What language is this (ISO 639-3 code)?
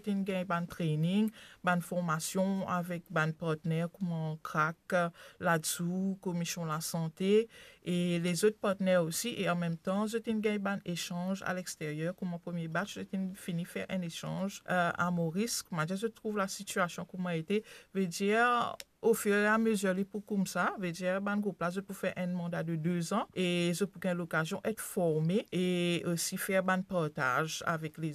mfe